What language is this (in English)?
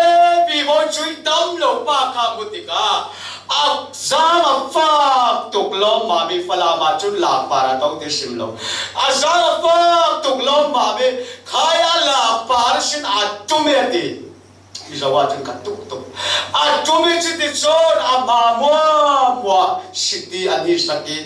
Falam Chin